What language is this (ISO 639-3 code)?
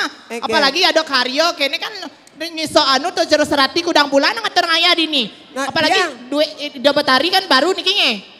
ban